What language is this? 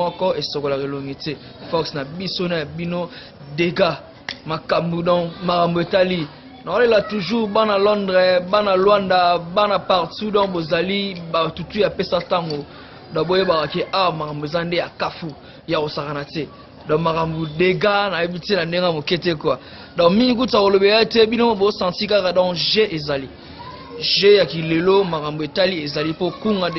Lingala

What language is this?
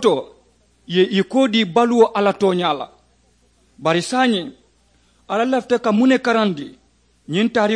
Mandingo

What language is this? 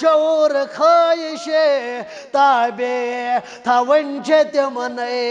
Kashmiri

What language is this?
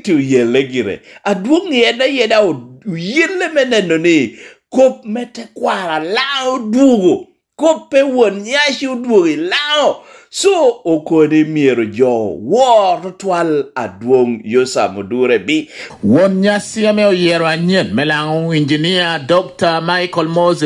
Lango (Uganda)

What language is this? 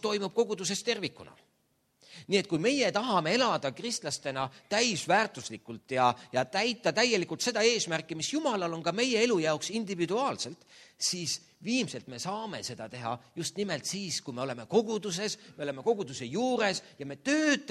Estonian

